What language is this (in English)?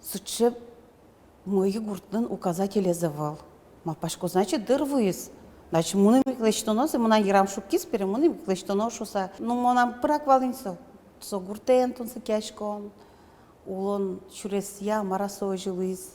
Udmurt